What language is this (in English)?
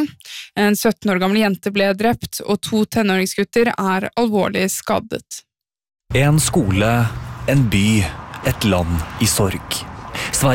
Norwegian